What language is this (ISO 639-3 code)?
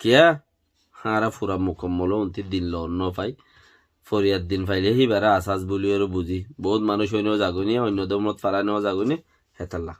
rhg